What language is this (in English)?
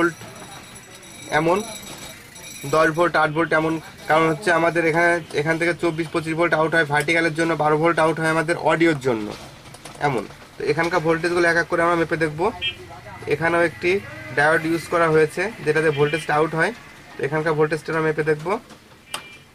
Bangla